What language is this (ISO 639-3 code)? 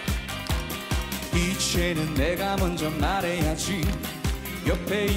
kor